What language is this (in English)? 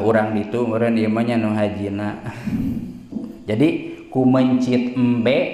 Sundanese